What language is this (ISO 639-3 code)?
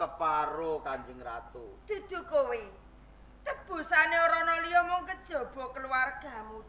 jav